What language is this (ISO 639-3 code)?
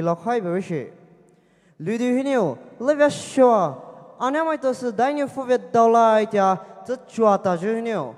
pmx